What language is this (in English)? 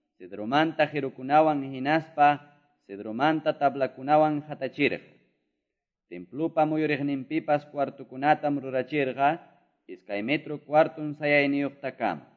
Quechua